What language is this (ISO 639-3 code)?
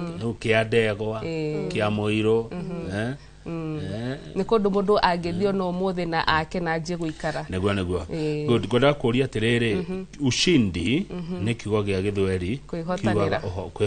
kik